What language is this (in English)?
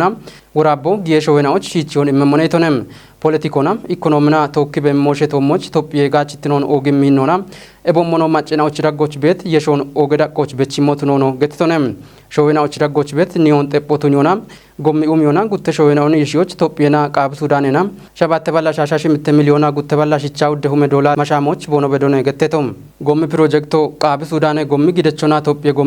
Kafa